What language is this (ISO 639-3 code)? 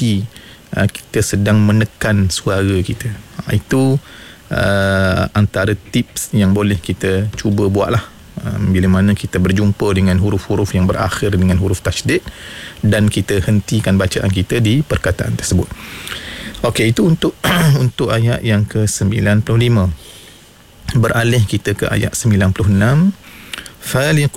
msa